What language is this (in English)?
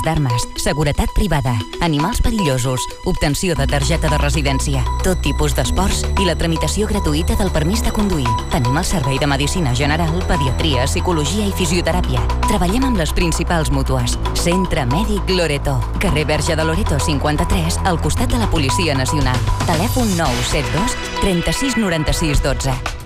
Catalan